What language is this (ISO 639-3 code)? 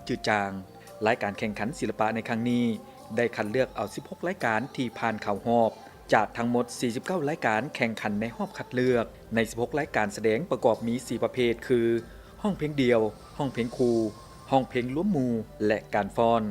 lao